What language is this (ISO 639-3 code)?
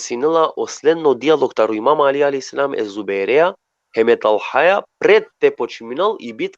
rmn